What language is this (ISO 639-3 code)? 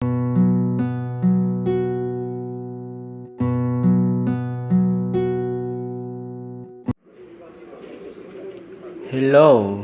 hmn